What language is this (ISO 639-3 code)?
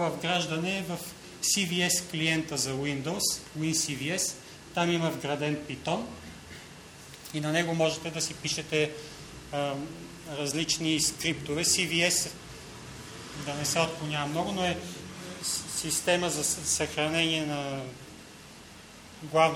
bul